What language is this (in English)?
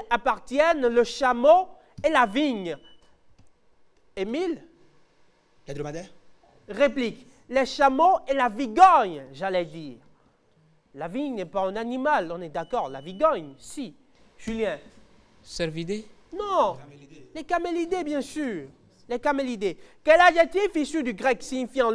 French